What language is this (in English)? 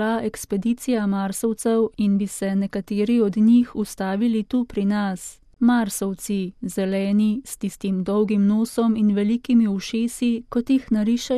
Slovenian